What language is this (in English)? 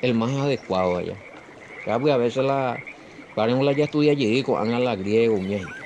Guarani